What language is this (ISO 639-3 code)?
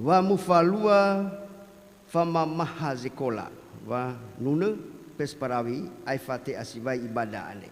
nia